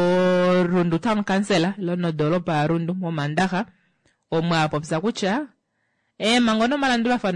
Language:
Kuanyama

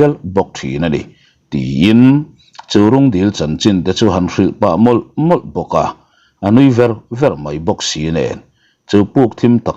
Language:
Mizo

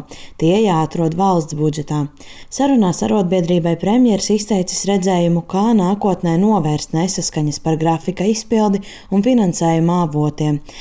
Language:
Latvian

